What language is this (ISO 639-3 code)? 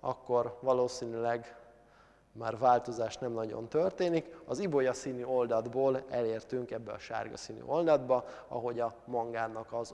hun